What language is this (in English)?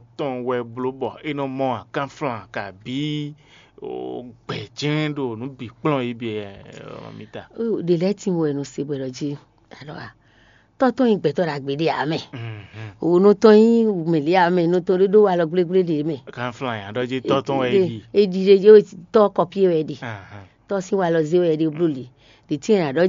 Fon